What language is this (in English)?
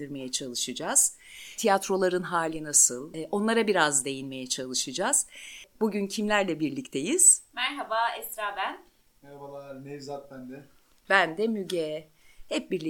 Turkish